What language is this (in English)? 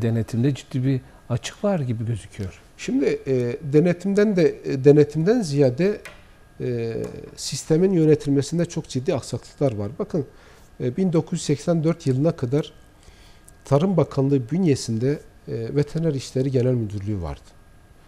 Turkish